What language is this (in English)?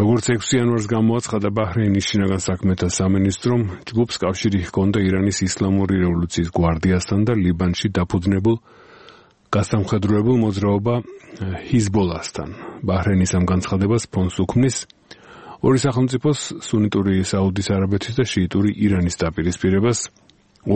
Georgian